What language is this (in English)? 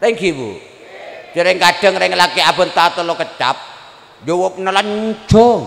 Madurese